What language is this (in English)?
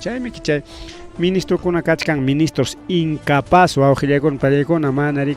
Ayacucho Quechua